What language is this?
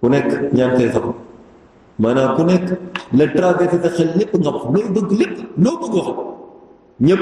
Wolof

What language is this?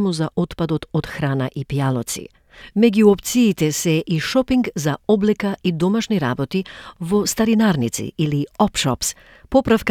Macedonian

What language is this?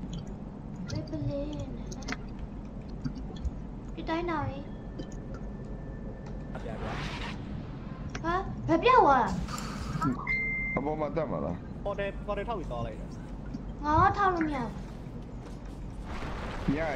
Burmese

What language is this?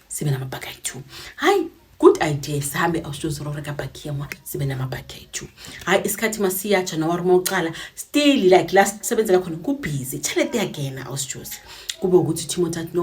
Zulu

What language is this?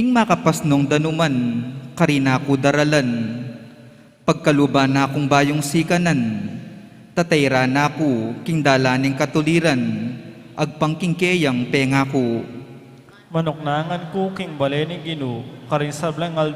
Pampanga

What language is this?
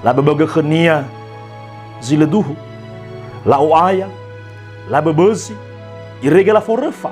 Nias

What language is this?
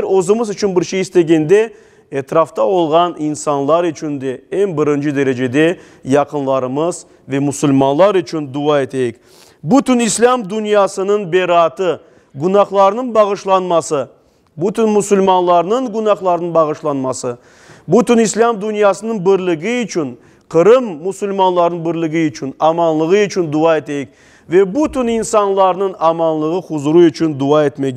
Crimean Tatar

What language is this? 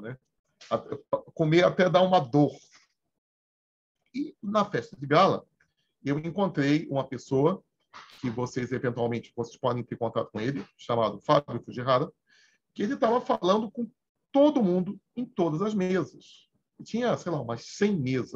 Portuguese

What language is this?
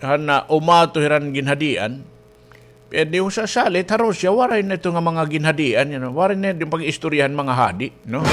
Waray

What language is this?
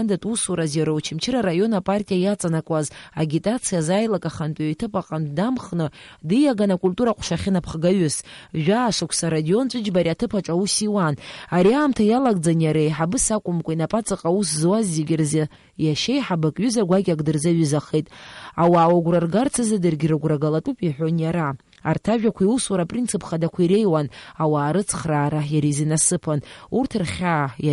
Abkhazian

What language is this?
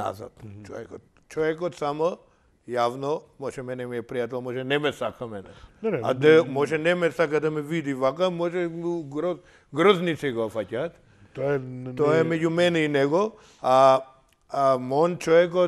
Macedonian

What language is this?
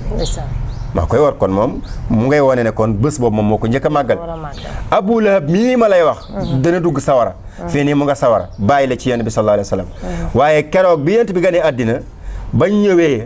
Wolof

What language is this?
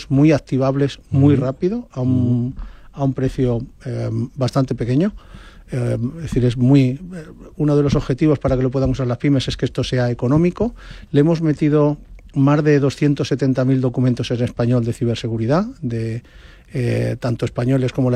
Spanish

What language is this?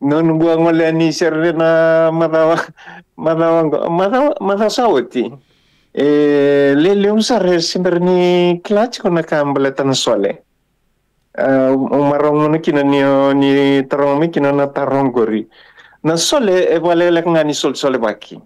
Fijian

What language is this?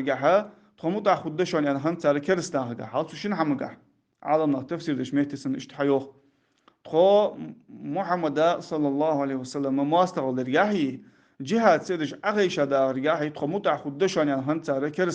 Ingush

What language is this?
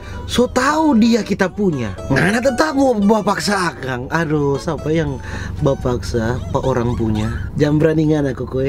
Manado Malay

